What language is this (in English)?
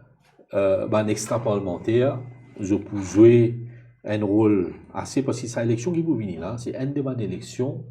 Morisyen